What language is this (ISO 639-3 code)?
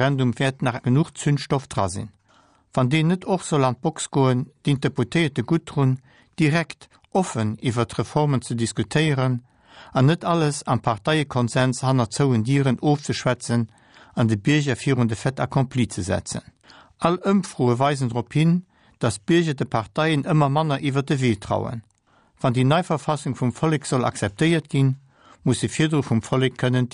ltz